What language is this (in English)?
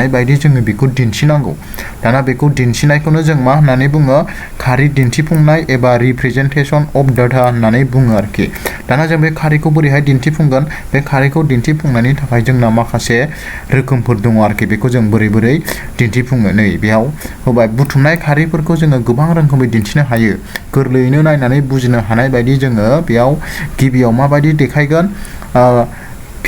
Bodo